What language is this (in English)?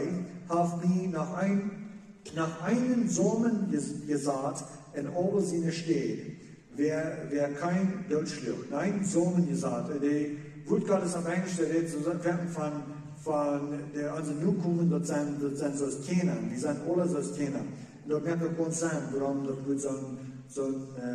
Plautdietsch